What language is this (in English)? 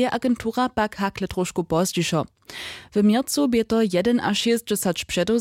Upper Sorbian